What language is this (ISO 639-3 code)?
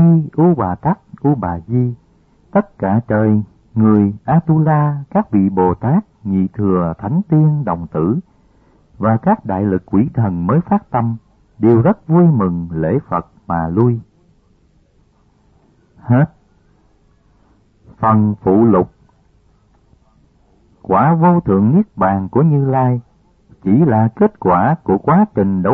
vie